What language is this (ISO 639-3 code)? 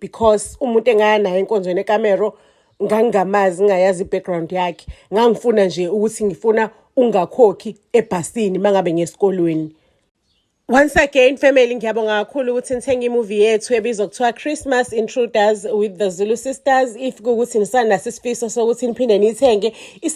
zul